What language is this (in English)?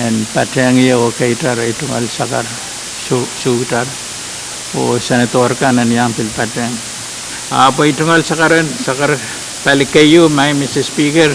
Pohnpeian